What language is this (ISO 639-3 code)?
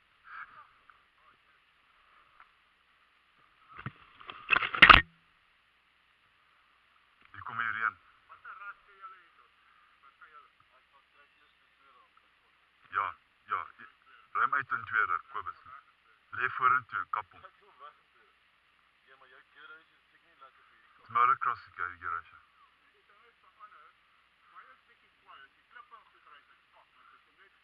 afr